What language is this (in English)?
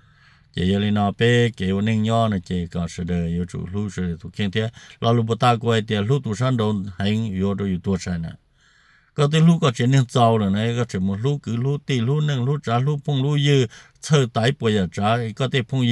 Hmong